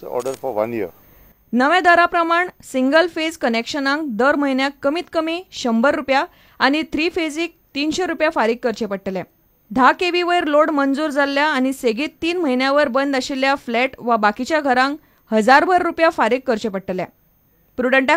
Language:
Konkani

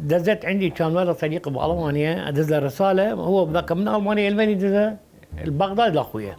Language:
Mesopotamian Arabic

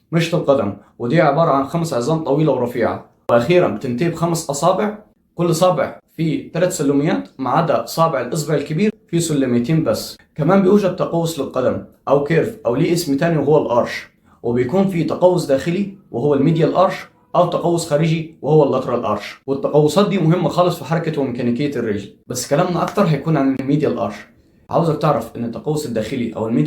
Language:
Egyptian Arabic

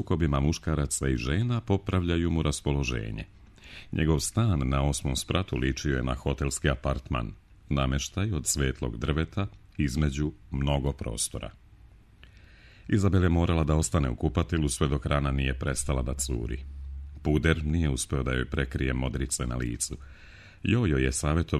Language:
Serbian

